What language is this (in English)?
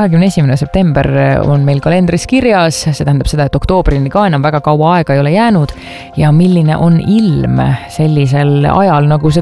Estonian